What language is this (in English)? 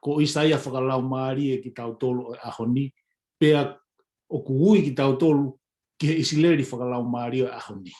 Tongan